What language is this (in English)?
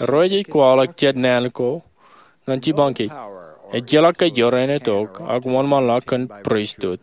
Marshallese